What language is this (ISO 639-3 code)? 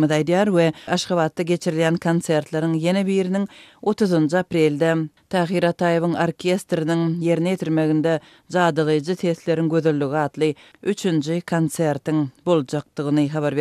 tuk